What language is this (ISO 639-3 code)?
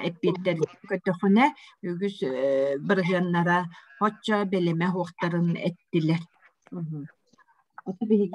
sah